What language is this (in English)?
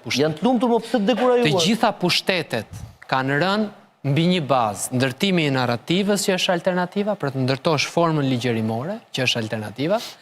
Albanian